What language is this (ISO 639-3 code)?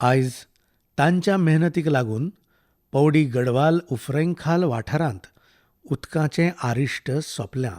kok